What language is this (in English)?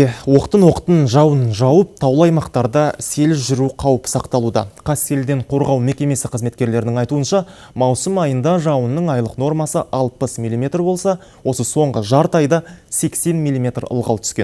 Kazakh